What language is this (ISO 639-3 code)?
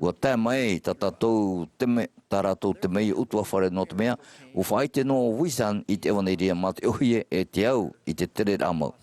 tah